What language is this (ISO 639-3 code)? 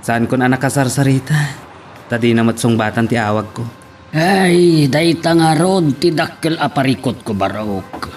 ilo